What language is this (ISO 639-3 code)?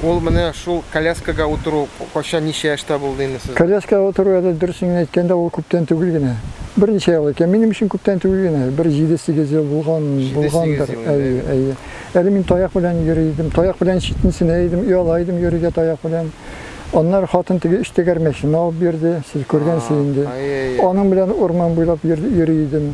tat